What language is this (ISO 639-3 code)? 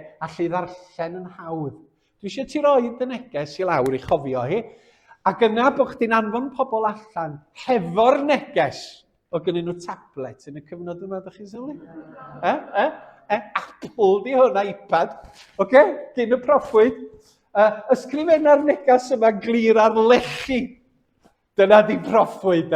cym